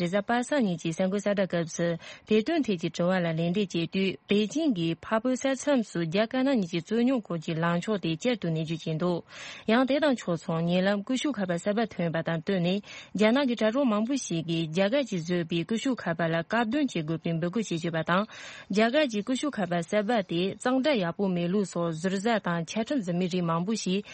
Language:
Tibetan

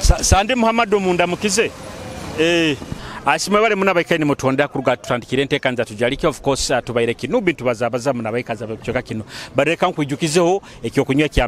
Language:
Nyoro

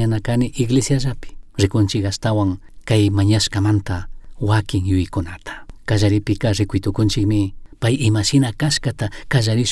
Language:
Chimborazo Highland Quichua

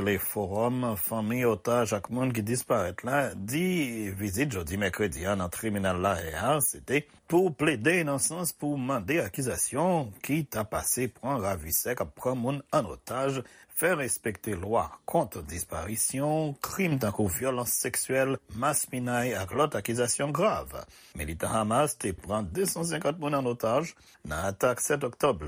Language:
Haitian Creole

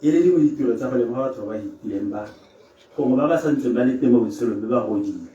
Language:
Tswana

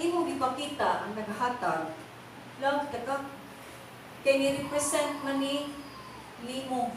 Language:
Cebuano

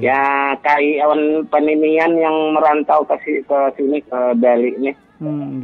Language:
Banjar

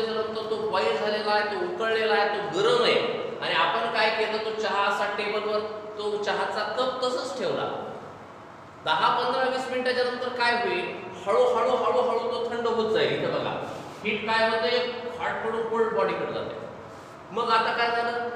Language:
Marathi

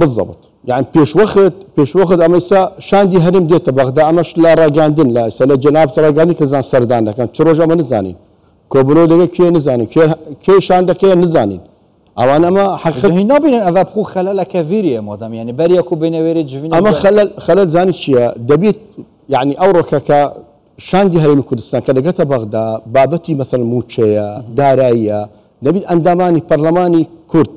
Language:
Central Kurdish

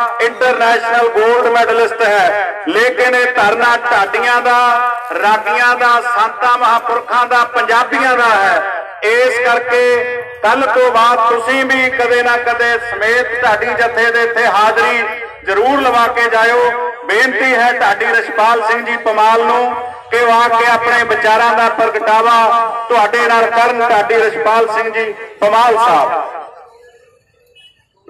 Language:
Punjabi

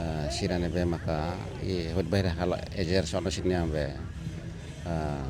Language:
Tetum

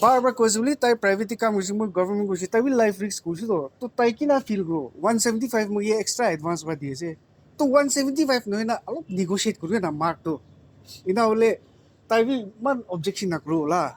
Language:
Naga Pidgin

